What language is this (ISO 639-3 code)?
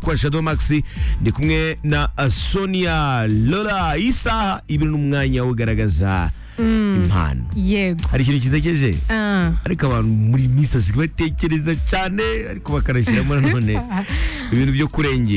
kin